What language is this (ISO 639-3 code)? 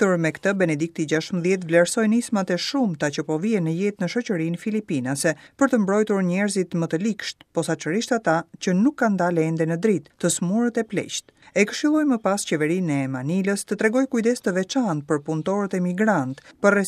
sqi